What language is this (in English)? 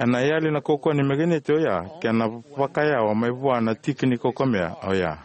Fijian